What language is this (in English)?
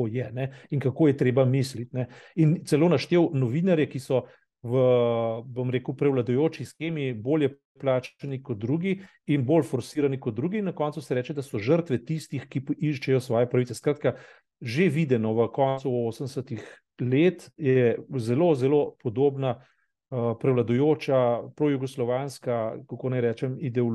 Slovenian